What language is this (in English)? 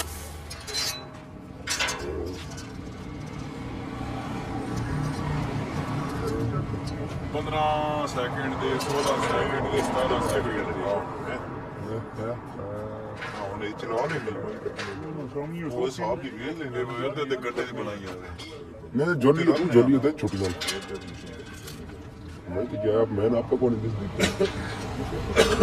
Punjabi